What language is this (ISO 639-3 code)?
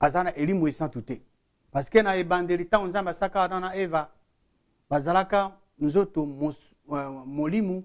lin